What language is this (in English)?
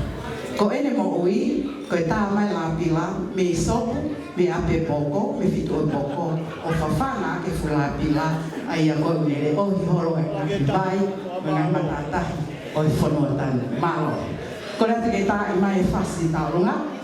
Tongan